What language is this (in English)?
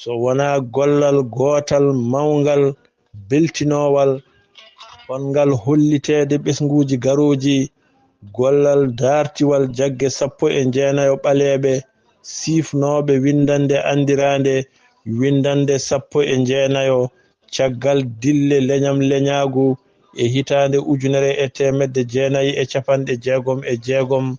Fula